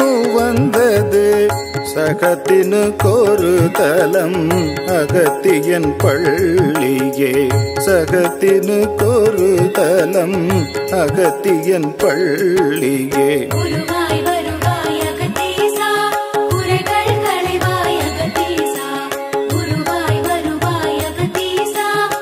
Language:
Tamil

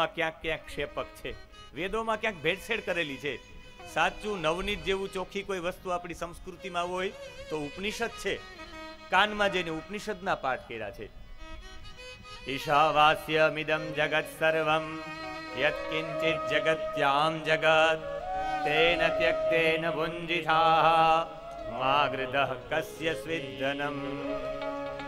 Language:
Gujarati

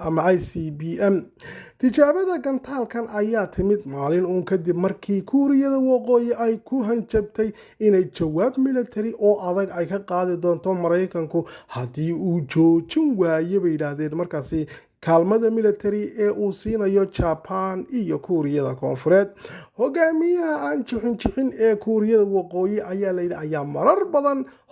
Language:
Somali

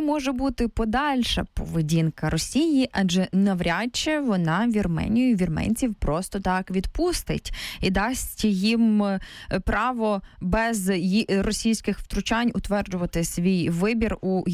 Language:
Ukrainian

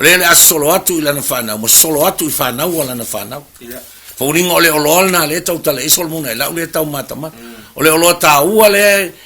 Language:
Samoan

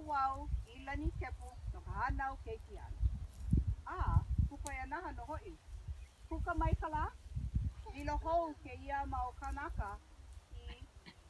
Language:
Hawaiian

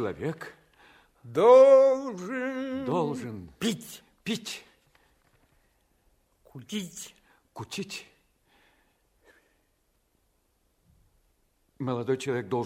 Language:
Russian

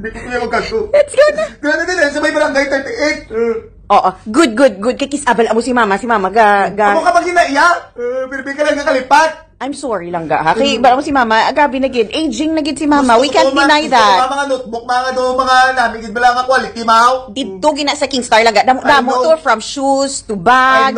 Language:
Hiligaynon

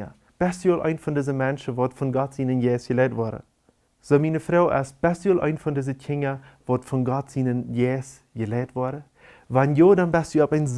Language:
Plautdietsch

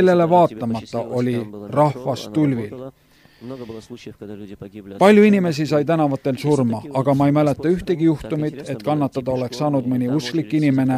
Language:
Estonian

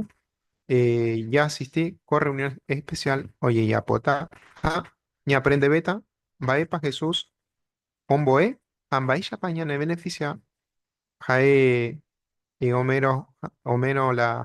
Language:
Guarani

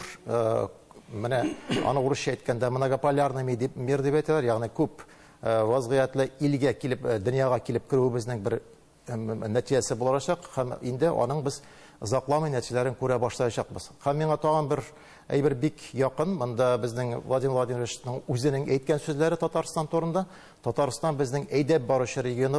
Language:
Tatar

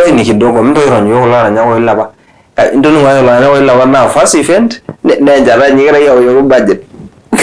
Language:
Masai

